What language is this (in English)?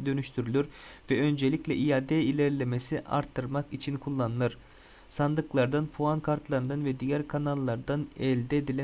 Turkmen